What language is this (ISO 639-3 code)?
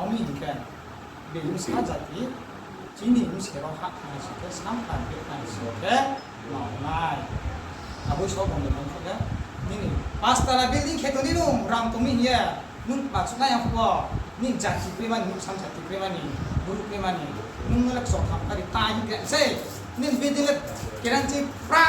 ria